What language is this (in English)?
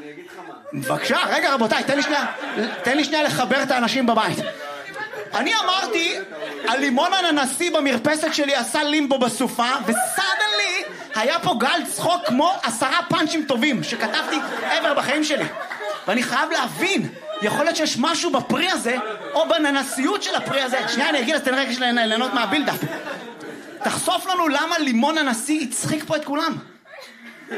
Hebrew